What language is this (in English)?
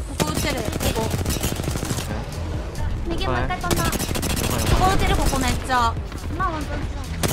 Japanese